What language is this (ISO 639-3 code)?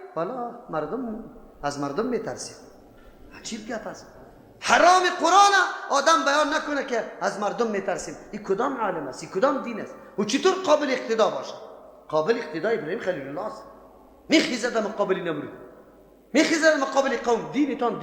fas